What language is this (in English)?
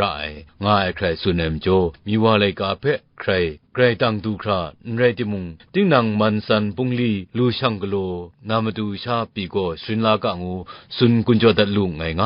Kachin